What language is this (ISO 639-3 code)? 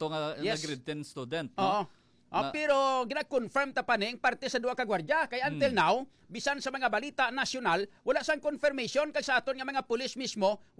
hil